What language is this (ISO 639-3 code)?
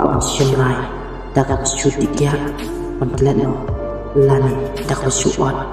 kha